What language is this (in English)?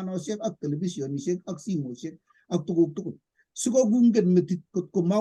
Kalenjin